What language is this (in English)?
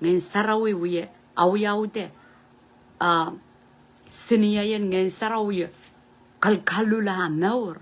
Pohnpeian